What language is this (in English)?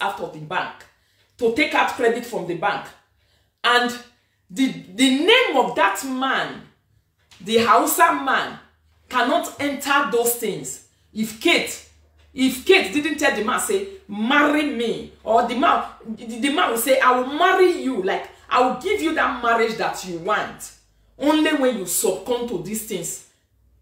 Nigerian Pidgin